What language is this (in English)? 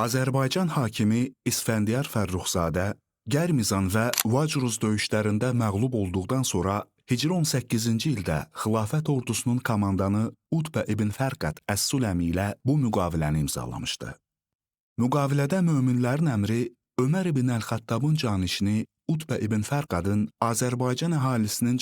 Azerbaijani